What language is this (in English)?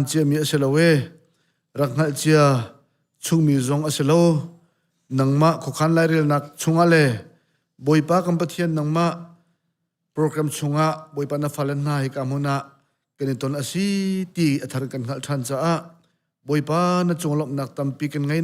Hakha Chin